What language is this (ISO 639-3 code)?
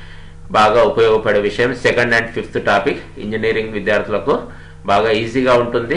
tel